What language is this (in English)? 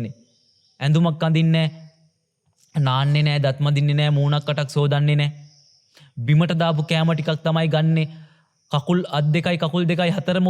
Sinhala